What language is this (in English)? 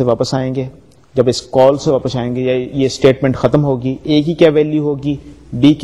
Urdu